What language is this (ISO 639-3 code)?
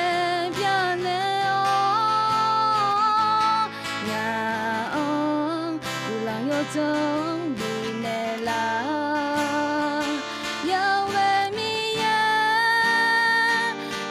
ahk